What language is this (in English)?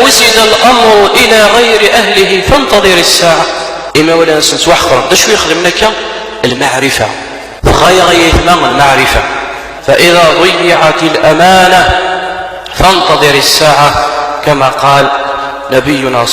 Kabyle